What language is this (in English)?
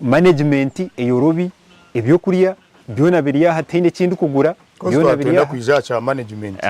Nyankole